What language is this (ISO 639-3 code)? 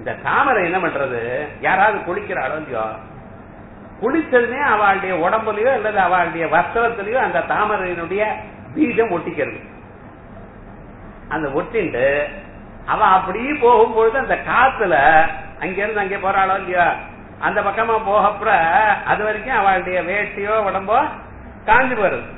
tam